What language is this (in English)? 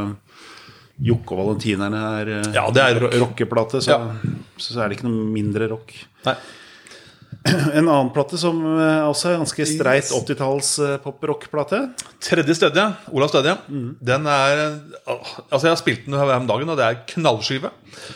Norwegian